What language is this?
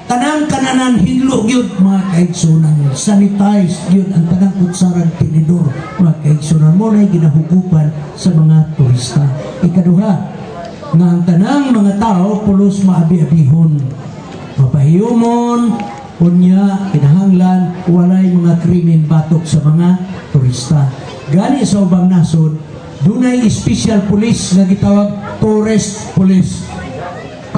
Cebuano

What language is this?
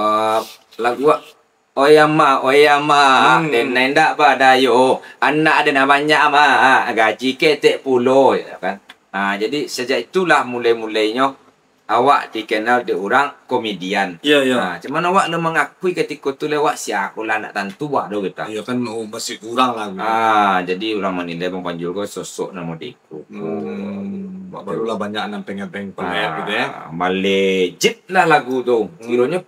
Minangkabau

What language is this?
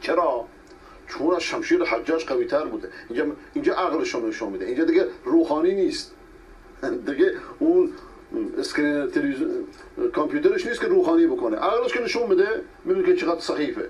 Persian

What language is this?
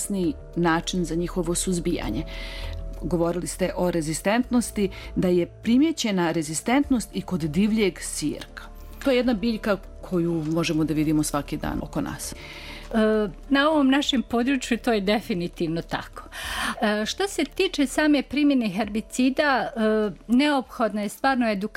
Bosnian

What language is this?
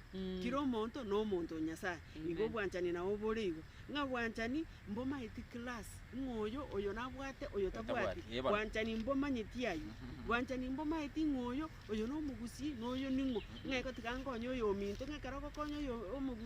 Gusii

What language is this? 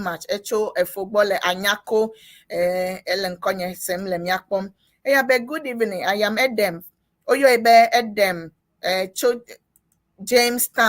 Ewe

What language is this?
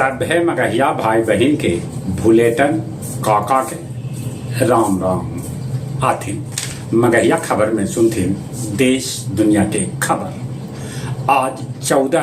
Magahi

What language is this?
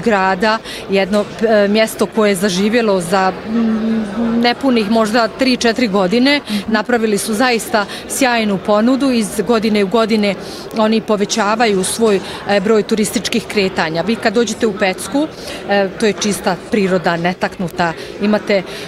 Bosnian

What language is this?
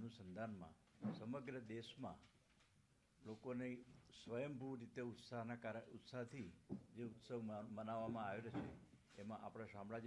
Gujarati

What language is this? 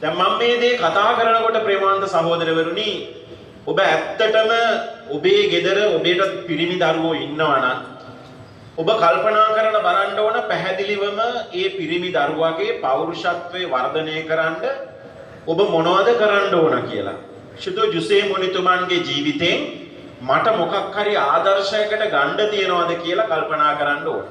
Sinhala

